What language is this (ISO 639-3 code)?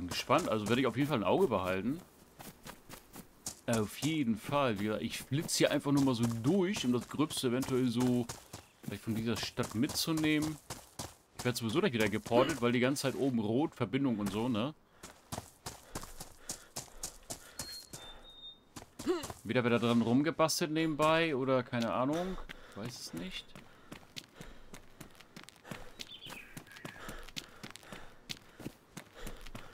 deu